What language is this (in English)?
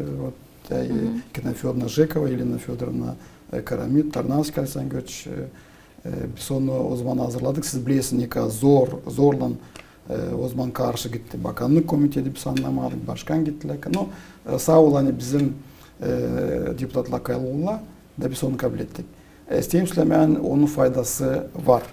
Gagauz